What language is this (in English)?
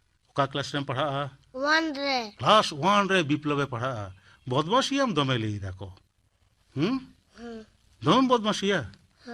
Santali